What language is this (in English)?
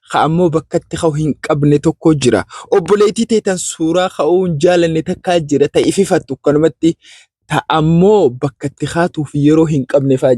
Oromo